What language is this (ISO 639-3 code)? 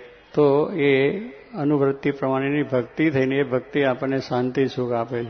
guj